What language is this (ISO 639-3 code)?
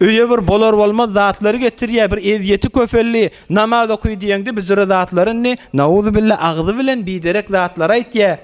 tuk